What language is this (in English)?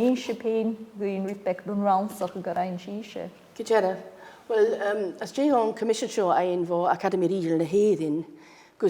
Scottish Gaelic